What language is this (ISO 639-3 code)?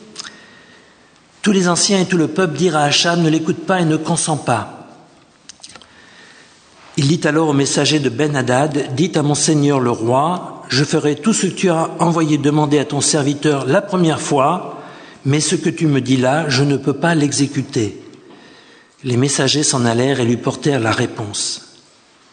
fra